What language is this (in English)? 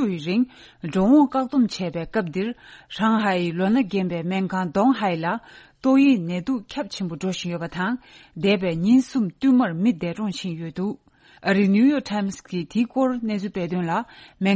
Tibetan